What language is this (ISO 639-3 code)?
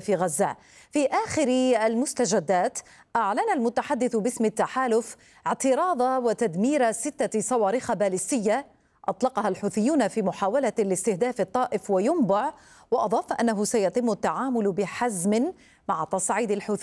ara